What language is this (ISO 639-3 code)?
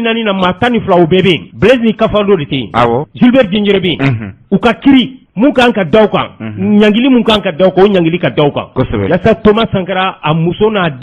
bam